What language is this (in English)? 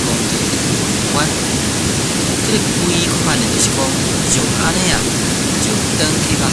Min Nan Chinese